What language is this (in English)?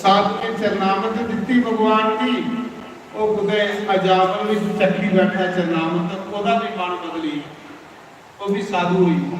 Dogri